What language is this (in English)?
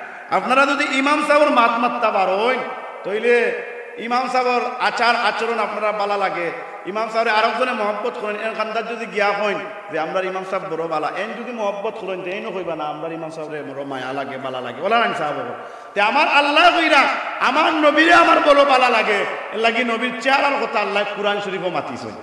Sylheti